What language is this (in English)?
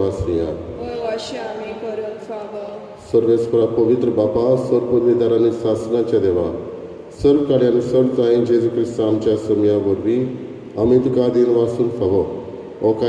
Konkani